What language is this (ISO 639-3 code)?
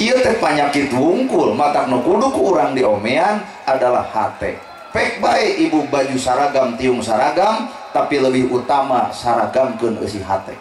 sun